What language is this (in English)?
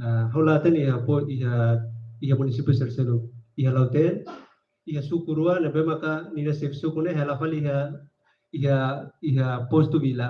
Tetum